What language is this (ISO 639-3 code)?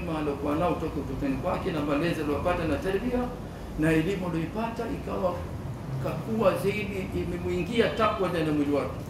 swa